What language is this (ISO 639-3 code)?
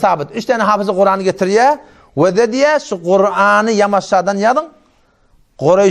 tuk